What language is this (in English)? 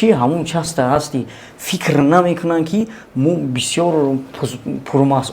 Tajik